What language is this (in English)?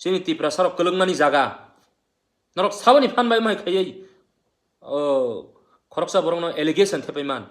Kok Borok